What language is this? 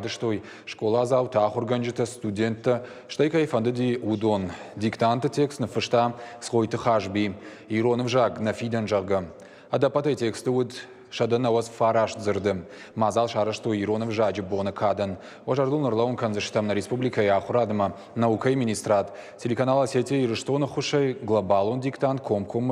Ossetic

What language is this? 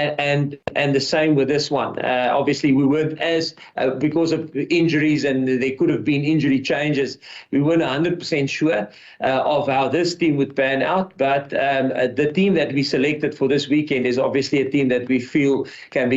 Venda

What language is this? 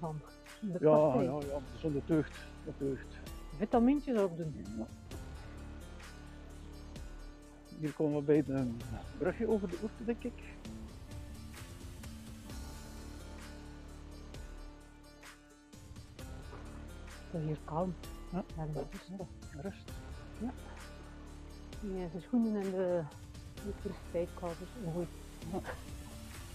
Dutch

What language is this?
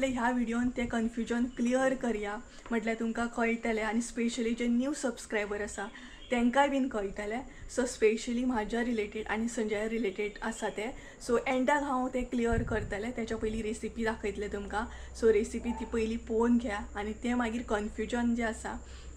Konkani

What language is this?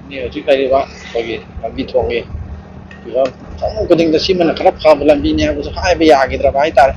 Manipuri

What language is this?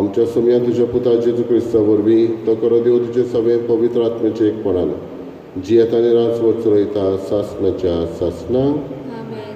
Konkani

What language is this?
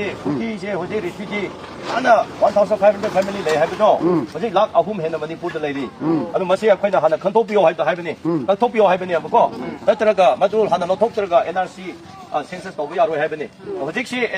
Manipuri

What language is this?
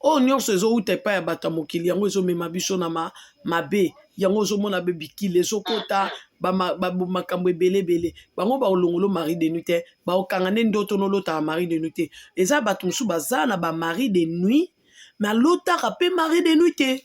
Lingala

